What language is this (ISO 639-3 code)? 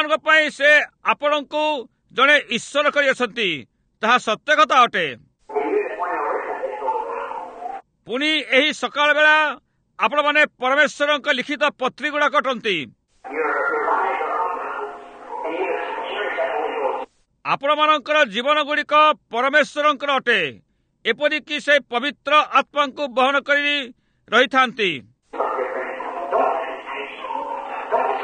ori